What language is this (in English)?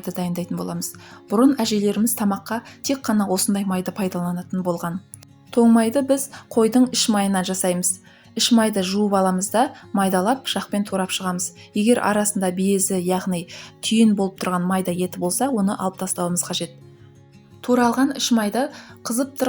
Kazakh